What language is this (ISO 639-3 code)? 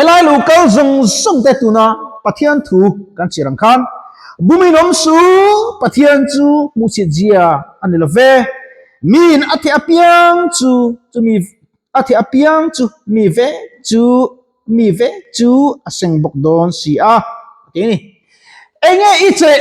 lus